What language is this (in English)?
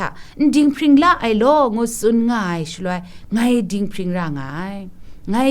Kachin